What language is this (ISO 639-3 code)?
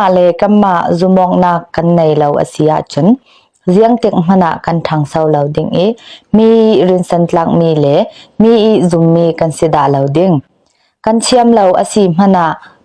cfm